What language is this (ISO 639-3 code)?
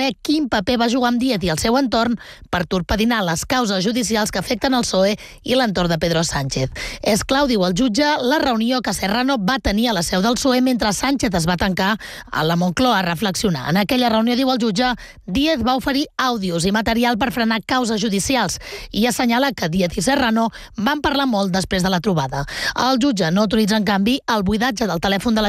cat